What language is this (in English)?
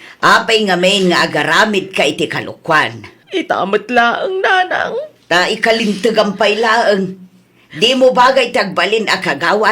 Iloko